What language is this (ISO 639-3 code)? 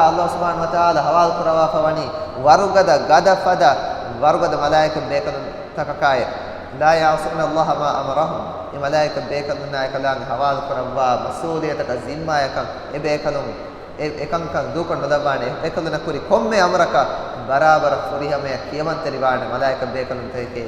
div